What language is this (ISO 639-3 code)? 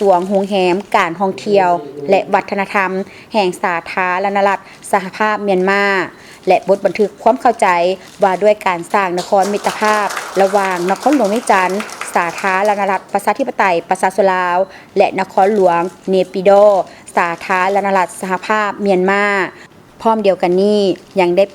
lao